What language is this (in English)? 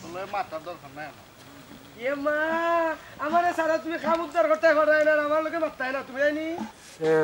Sylheti